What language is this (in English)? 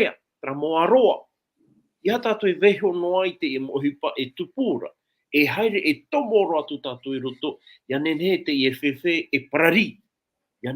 Tahitian